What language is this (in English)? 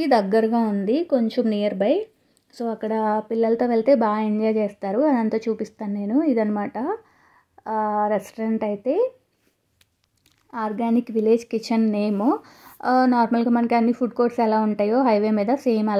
Telugu